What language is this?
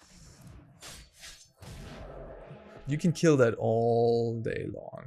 English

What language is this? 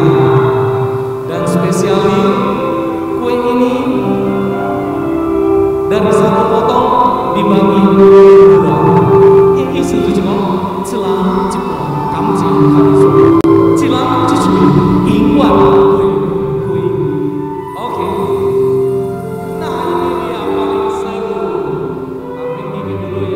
Indonesian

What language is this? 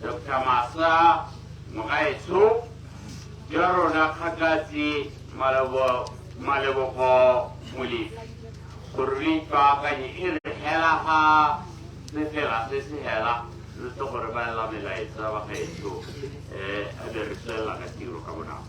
Tswana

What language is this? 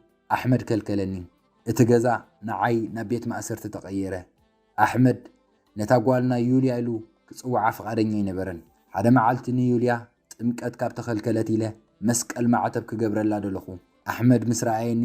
Tigrinya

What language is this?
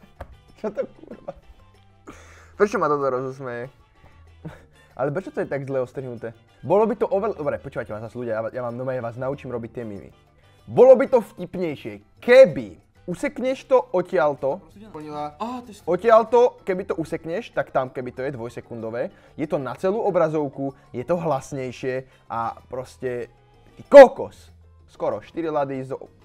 Slovak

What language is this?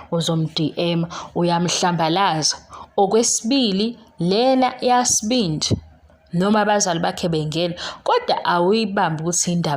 Zulu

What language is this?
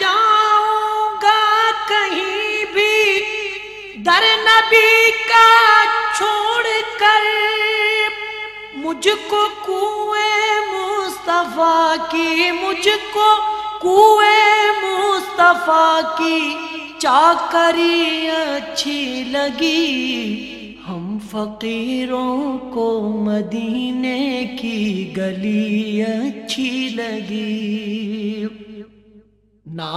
Urdu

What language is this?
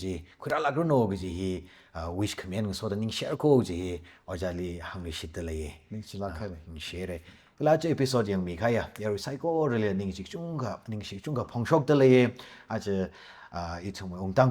Tangkhul Naga (India)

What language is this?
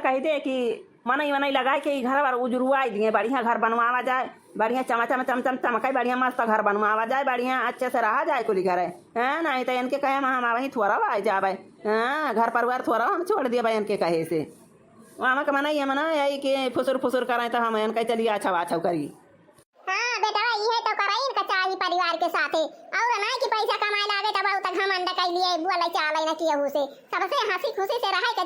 Awadhi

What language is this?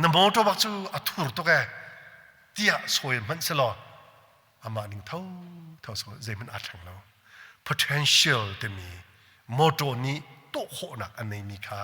Hakha Chin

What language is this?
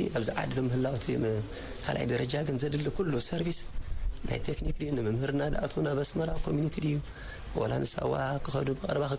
Tigrinya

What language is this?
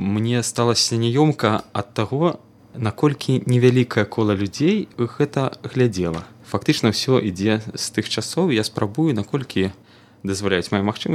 Belarusian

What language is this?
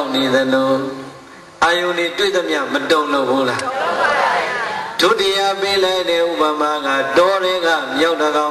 Burmese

